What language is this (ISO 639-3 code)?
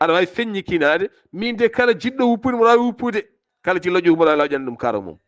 ful